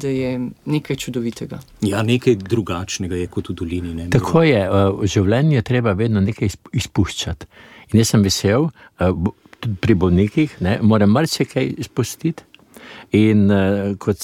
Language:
Slovenian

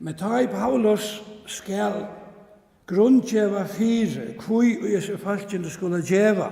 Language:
Faroese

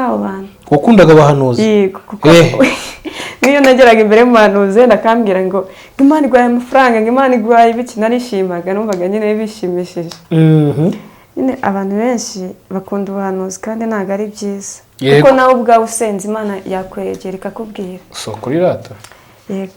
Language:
Kinyarwanda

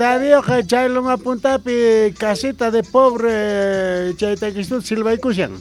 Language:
South Bolivian Quechua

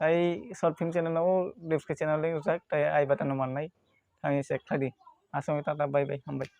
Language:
Kok Borok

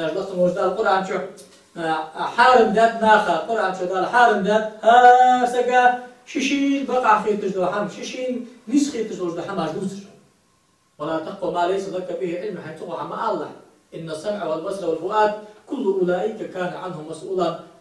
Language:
Ingush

